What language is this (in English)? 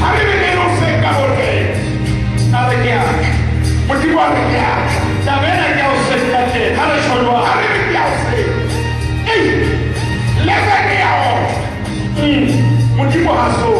Southern Sotho